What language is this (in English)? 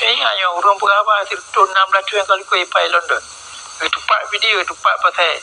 Achinese